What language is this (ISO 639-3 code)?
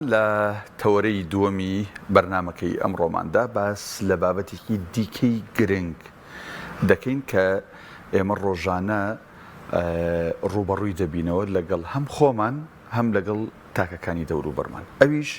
ckb